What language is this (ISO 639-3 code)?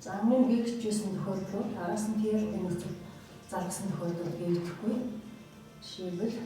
mon